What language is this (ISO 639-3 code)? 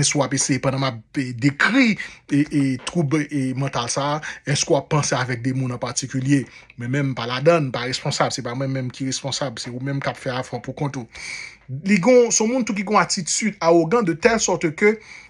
hat